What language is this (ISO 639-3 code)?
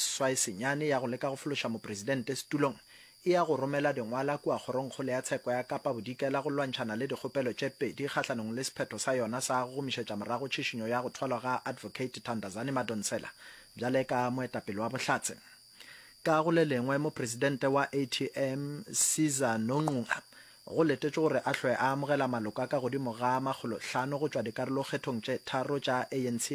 nso